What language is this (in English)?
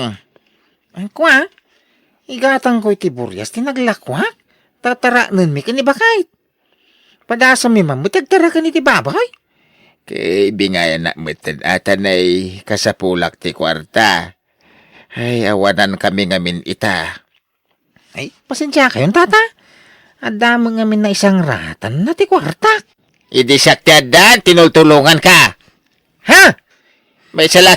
Iloko